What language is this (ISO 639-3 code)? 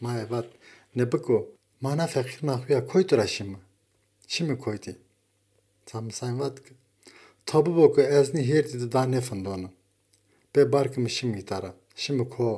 zza